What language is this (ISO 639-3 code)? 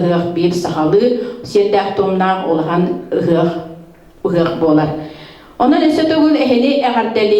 sah